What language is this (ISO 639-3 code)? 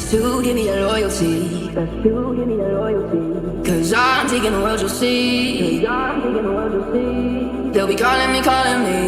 kaa